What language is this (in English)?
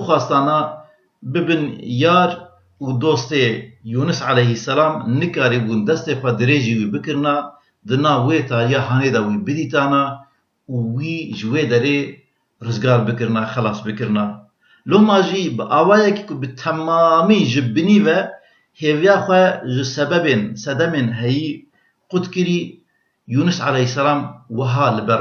Kurdish